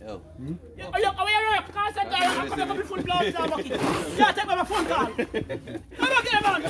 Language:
Jamaican Creole English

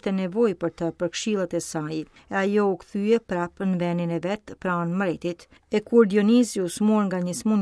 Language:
Albanian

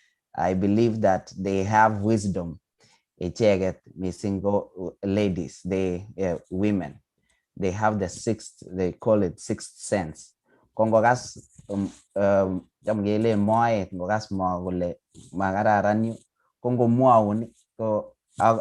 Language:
Kalenjin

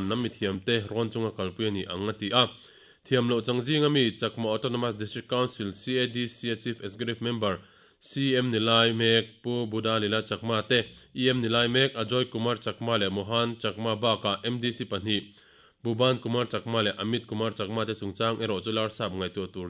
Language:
Mizo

